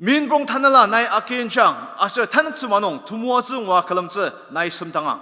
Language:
Ao Naga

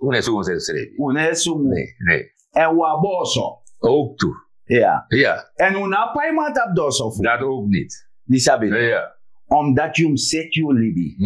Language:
Sranan Tongo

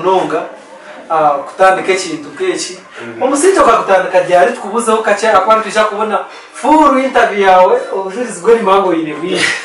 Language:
Nyankole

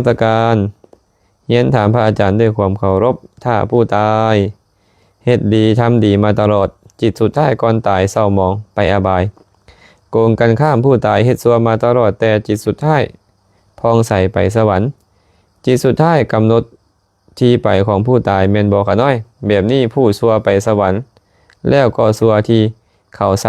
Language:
Lao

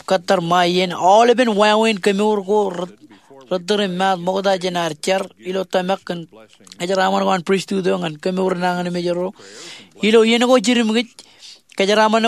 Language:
Marshallese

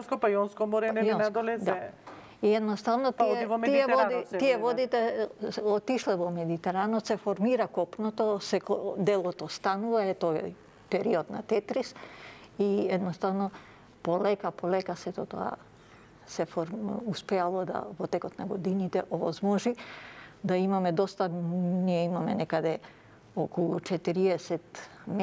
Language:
Macedonian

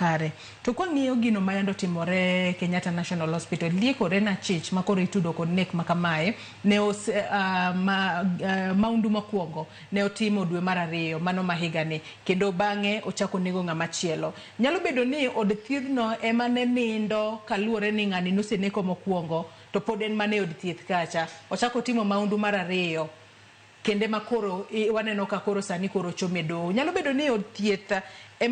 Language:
Luo (Kenya and Tanzania)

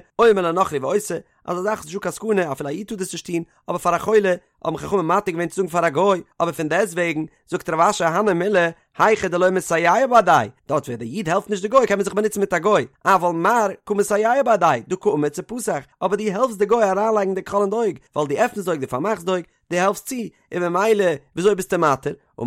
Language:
Yiddish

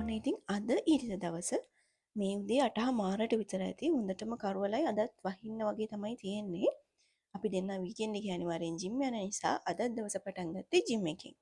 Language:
Sinhala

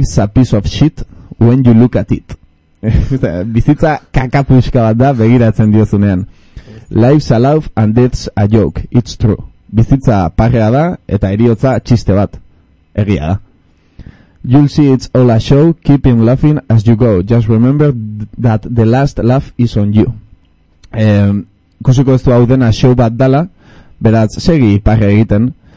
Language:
Basque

